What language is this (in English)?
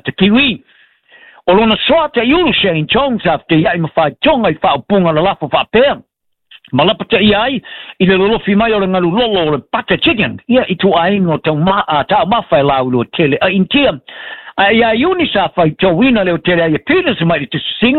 Samoan